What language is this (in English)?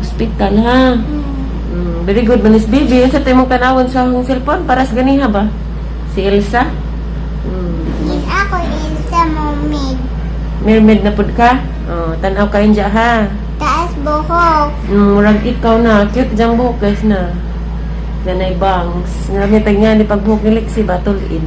Cebuano